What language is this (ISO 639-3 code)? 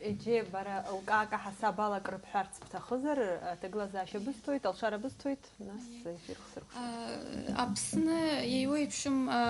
abk